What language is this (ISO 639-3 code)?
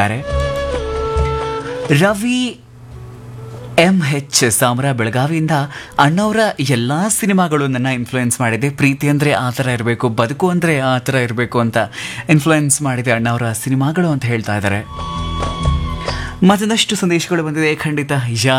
kan